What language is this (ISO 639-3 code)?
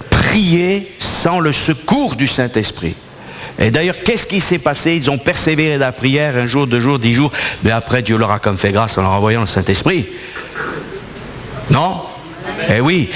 fra